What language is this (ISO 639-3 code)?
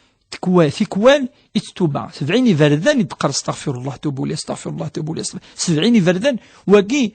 kab